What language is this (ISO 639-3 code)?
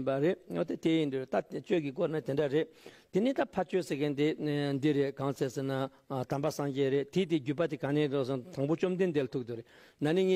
bod